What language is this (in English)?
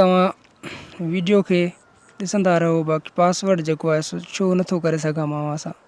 Sindhi